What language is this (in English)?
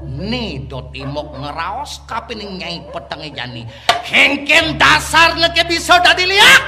Balinese